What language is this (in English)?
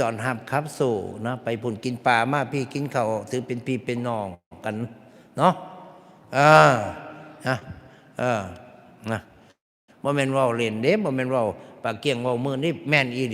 Northeastern Thai